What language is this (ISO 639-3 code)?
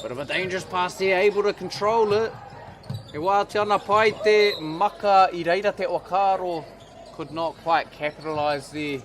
mri